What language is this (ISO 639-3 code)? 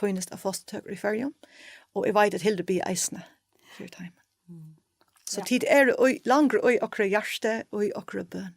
fao